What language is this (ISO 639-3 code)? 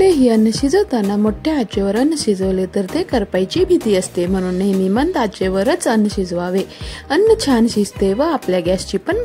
mar